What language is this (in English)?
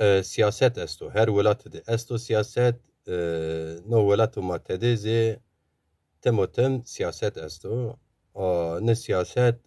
Zaza